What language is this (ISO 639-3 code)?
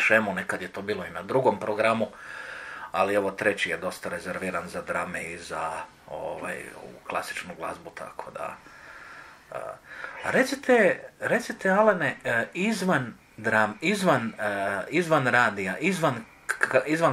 hrv